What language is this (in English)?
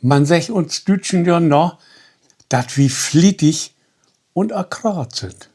Low German